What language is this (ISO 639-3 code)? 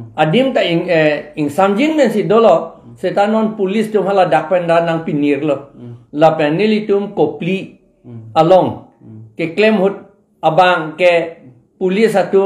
mjw